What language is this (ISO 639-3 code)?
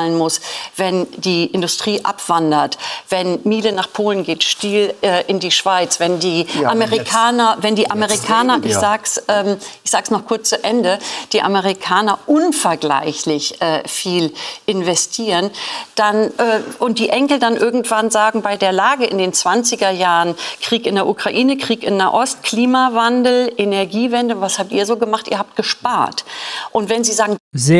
deu